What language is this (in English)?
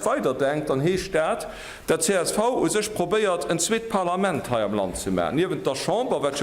Luxembourgish